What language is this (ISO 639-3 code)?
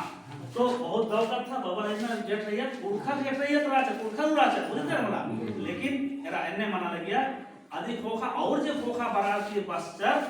kru